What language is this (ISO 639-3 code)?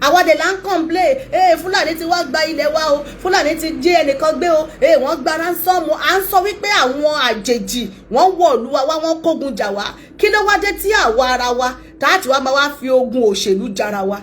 yor